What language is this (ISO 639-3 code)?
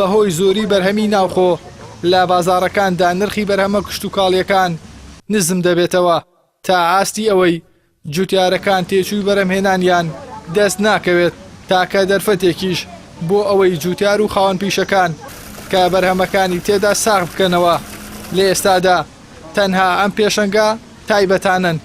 ckb